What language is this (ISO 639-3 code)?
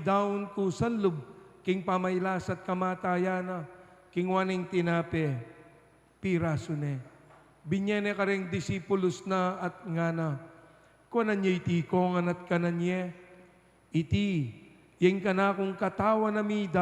pam